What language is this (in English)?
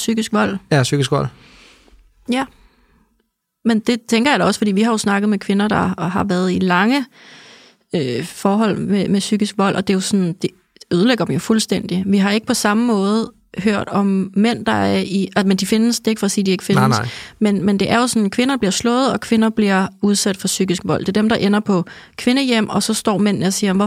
Danish